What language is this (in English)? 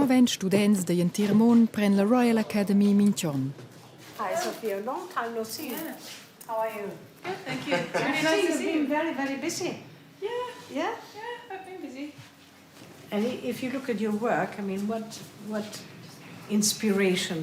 Romansh